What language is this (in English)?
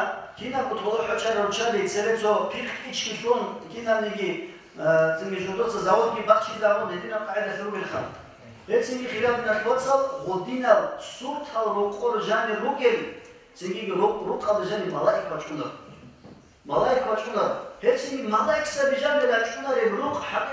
Avaric